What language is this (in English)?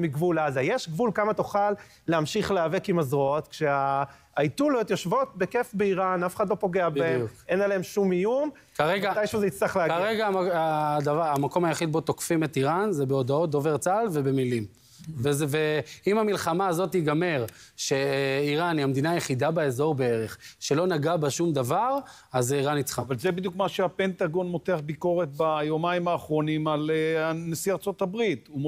Hebrew